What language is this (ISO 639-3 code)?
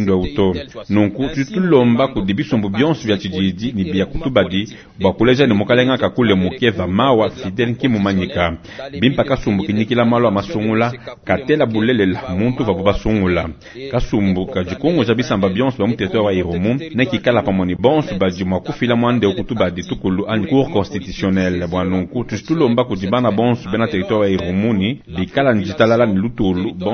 lua